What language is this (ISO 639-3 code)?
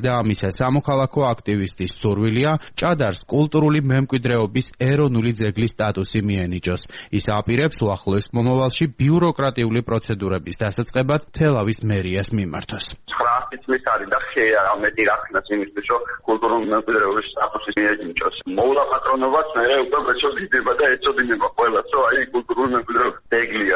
kat